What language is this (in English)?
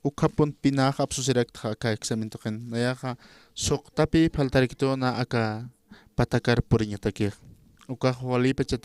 Aymara